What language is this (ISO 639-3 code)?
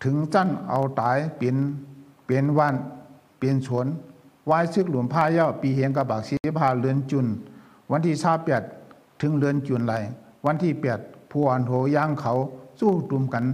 shn